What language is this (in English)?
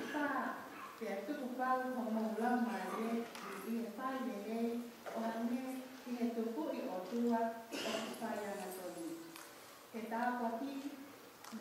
Tongan